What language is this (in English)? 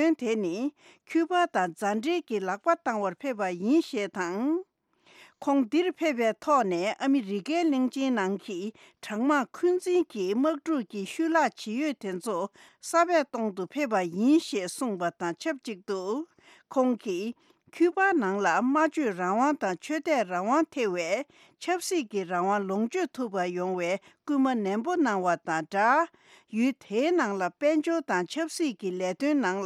Tibetan